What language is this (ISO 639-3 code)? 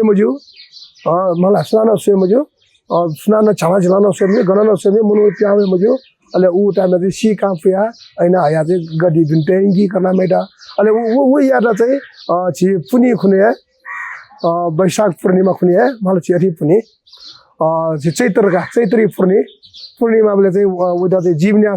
new